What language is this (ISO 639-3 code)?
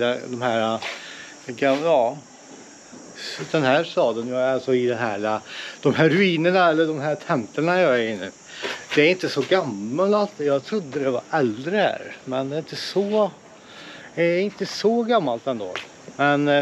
swe